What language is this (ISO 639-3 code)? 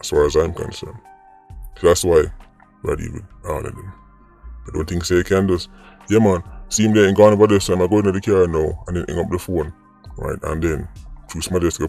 jam